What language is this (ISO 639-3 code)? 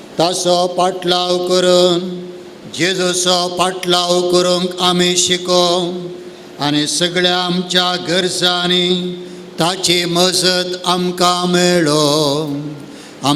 kok